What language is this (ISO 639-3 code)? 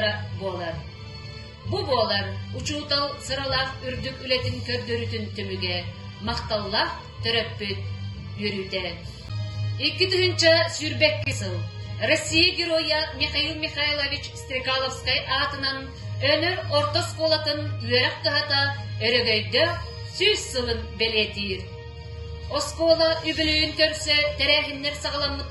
sah